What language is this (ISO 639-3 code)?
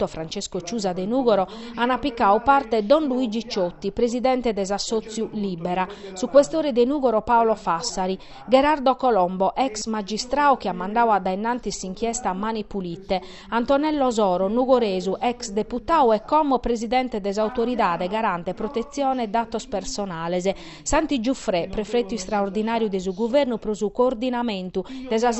srd